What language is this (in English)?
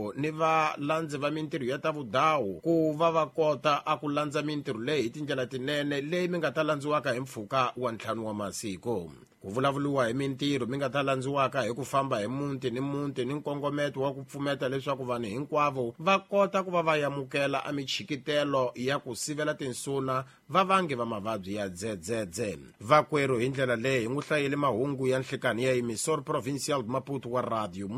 Tsonga